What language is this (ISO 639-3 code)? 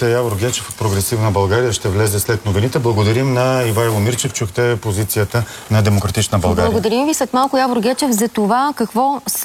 bul